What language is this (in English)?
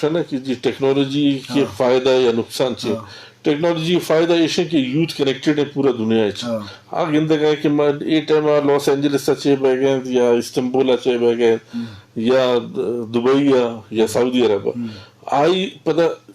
Eastern Balochi